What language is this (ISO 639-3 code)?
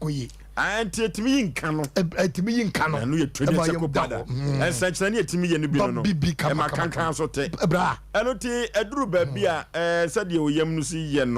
aka